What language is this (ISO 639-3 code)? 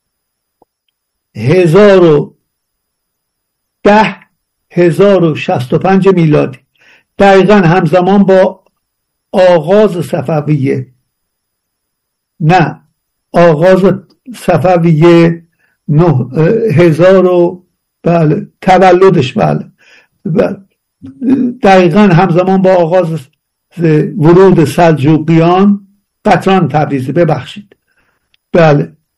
fas